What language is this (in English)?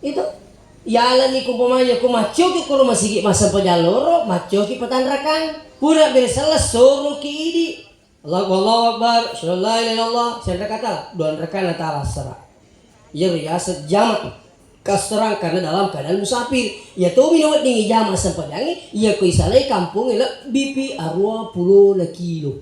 Buginese